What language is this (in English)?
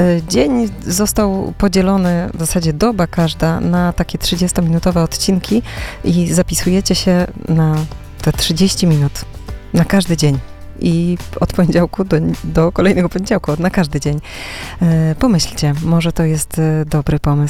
Polish